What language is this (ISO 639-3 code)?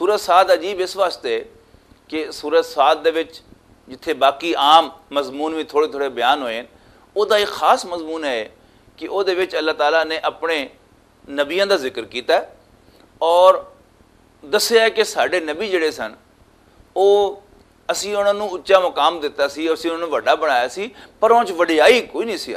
lah